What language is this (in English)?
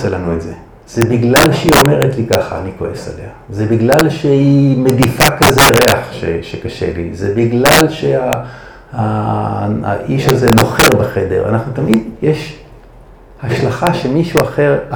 Hebrew